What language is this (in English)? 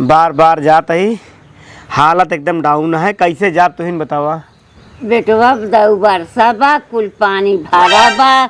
Awadhi